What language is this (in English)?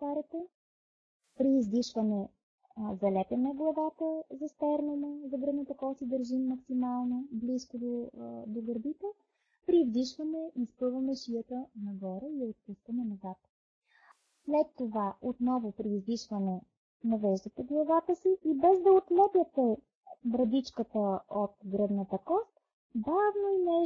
Bulgarian